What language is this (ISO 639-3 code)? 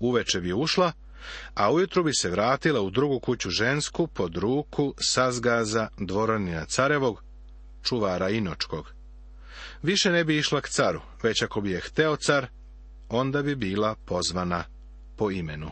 srp